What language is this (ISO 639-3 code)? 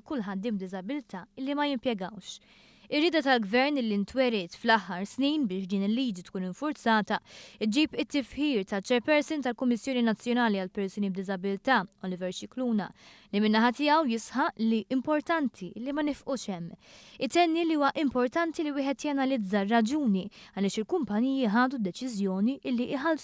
mlt